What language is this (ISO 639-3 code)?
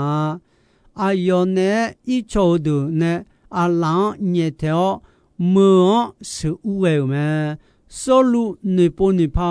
ahk